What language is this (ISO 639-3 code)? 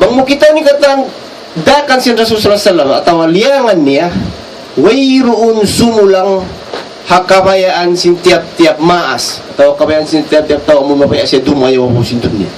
tsg